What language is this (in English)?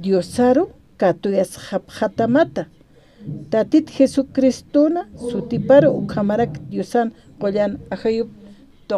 Aymara